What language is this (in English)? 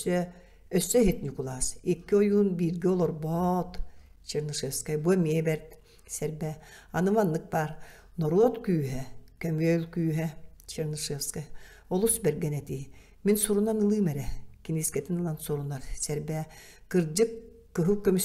Yakut